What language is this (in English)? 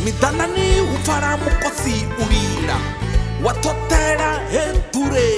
Venda